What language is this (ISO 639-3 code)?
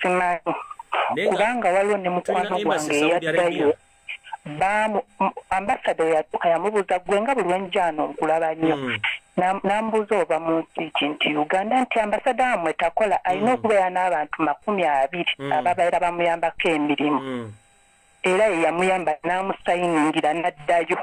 lug